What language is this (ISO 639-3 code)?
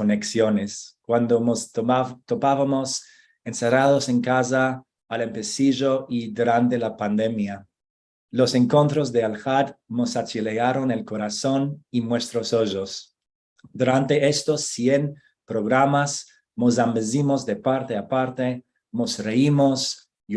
lad